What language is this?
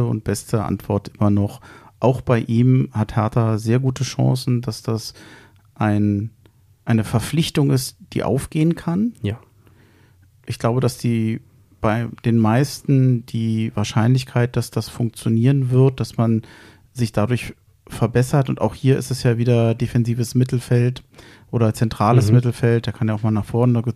German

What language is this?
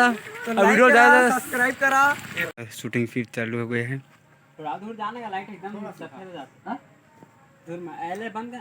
Chhattisgarhi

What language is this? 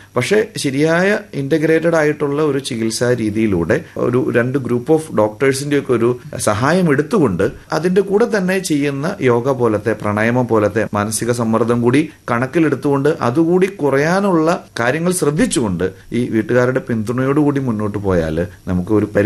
Malayalam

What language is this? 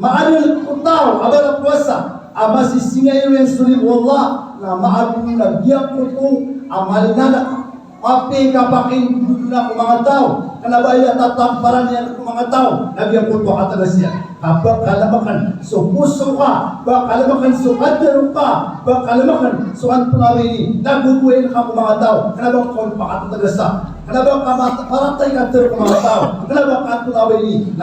Maranao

